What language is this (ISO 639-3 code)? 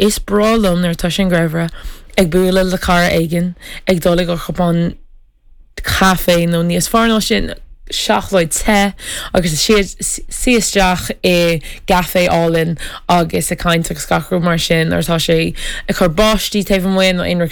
gle